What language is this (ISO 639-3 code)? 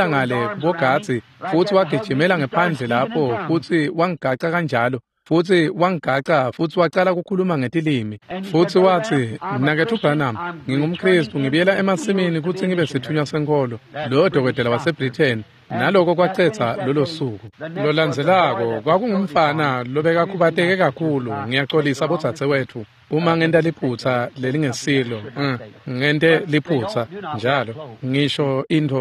ssw